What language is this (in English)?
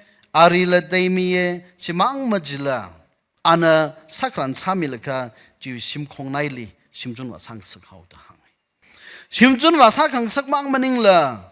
Tangkhul Naga (India)